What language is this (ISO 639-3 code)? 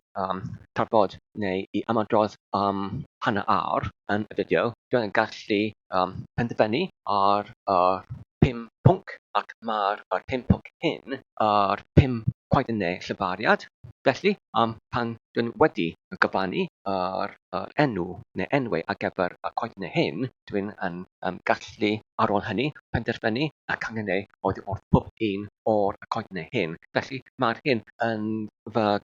cym